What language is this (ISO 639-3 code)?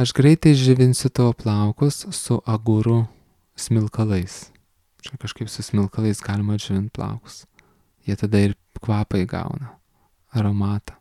lit